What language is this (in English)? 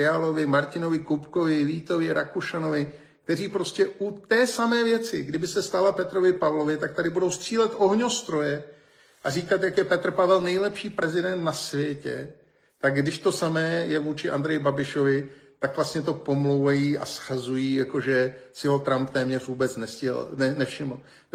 Czech